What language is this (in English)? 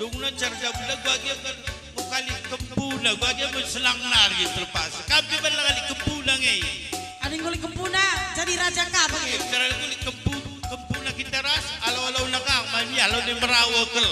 Batak Karo